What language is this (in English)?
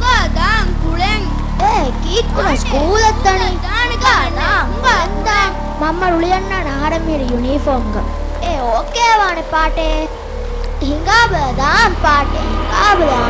Divehi